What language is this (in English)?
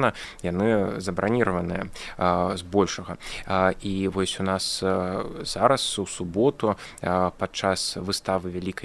Belarusian